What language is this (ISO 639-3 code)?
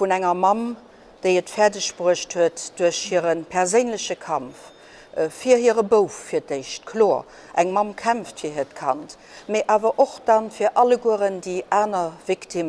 ltz